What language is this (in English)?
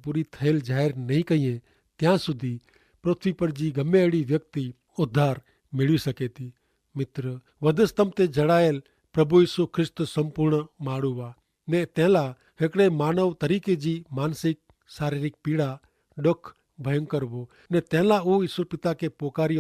Kachhi